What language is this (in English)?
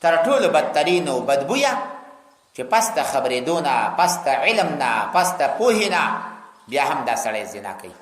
Pashto